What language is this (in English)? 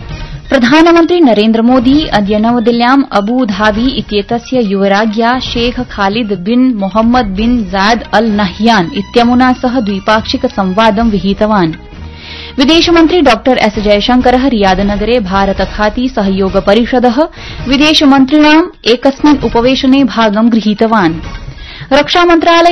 Sanskrit